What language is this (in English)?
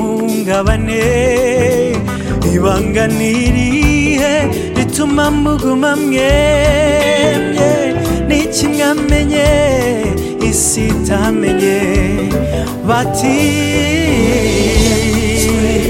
Kinyarwanda